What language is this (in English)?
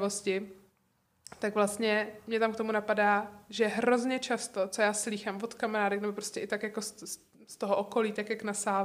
Czech